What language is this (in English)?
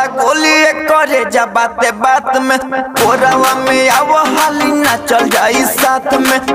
Bhojpuri